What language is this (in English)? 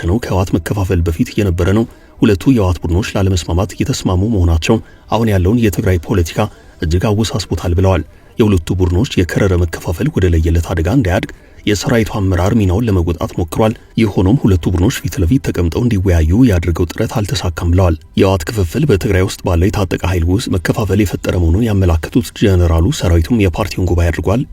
Amharic